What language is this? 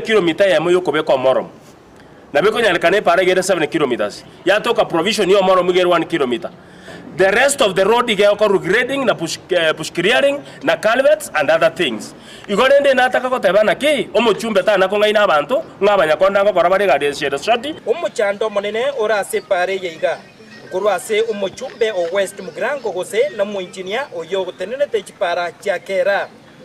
Gusii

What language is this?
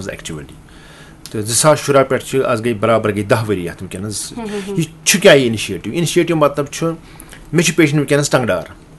Kashmiri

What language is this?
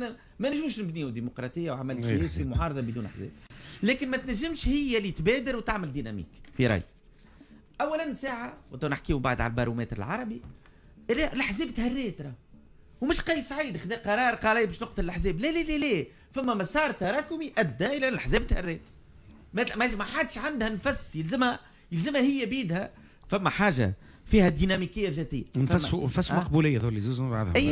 Tunisian Arabic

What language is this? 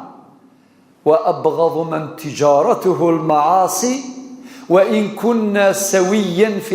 Kabyle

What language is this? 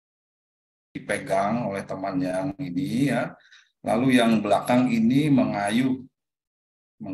Indonesian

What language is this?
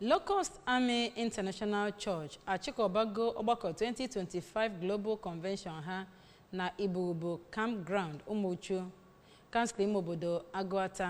Igbo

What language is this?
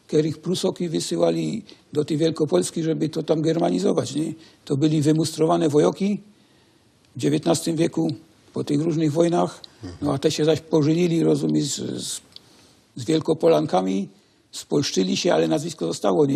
Silesian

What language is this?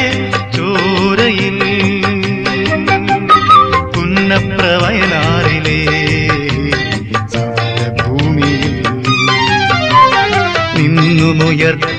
Malayalam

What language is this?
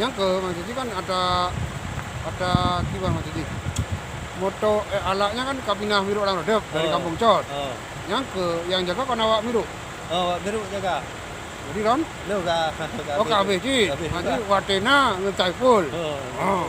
Achinese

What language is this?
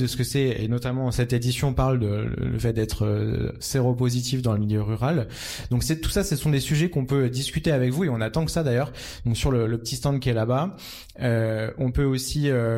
French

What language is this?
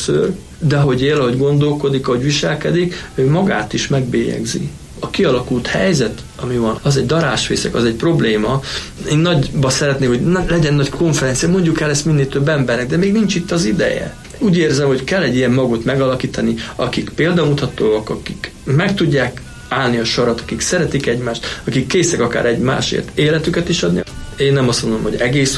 Hungarian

